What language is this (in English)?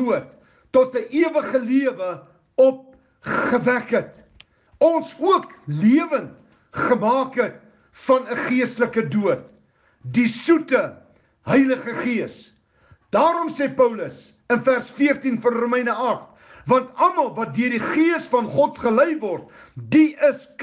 Afrikaans